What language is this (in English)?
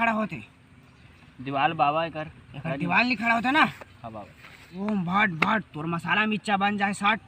Chhattisgarhi